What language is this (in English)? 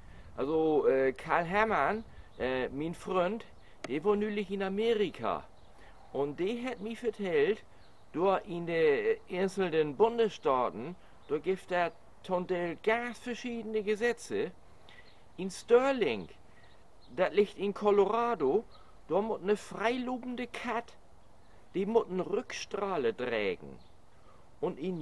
Low German